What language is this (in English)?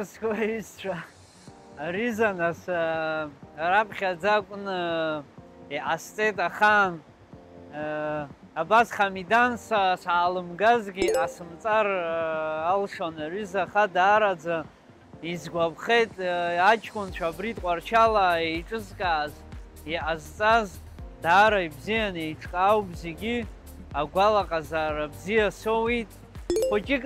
Abkhazian